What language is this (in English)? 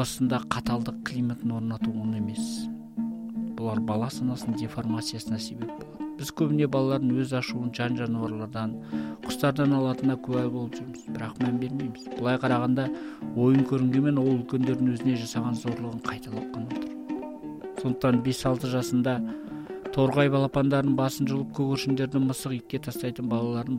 Kazakh